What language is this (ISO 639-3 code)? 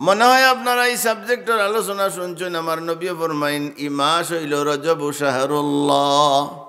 syl